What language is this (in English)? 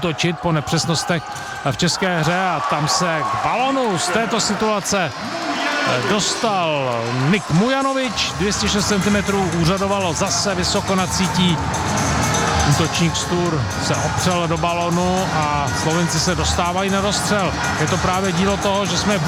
Czech